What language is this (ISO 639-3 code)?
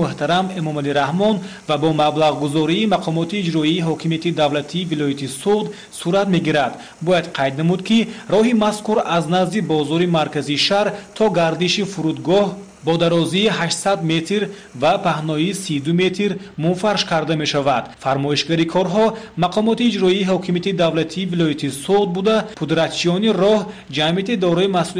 tgk